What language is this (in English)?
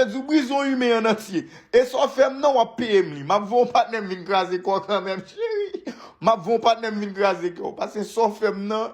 Haitian Creole